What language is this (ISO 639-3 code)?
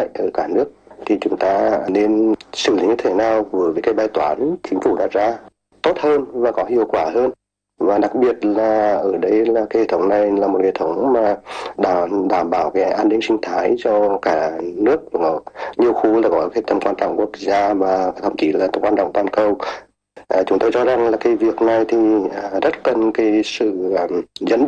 vie